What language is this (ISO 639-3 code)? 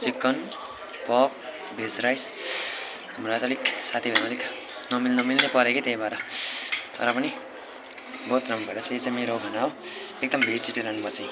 nep